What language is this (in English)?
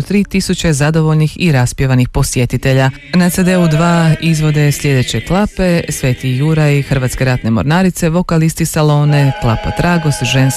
Croatian